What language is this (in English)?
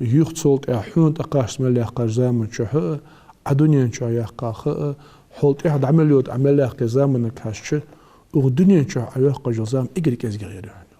Ingush